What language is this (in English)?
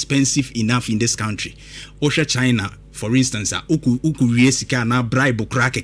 Akan